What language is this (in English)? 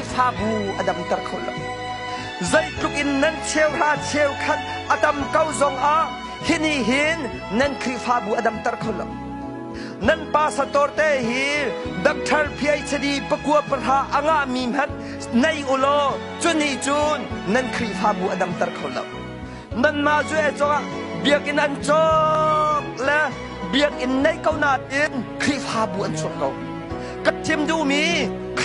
Hakha Chin